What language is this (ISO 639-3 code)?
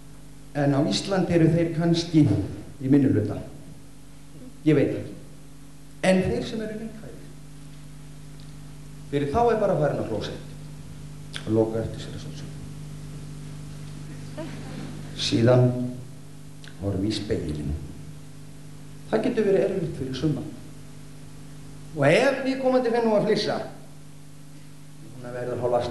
isl